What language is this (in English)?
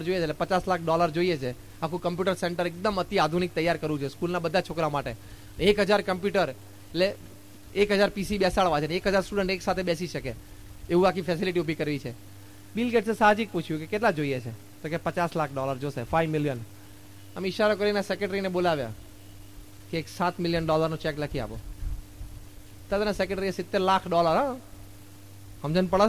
Gujarati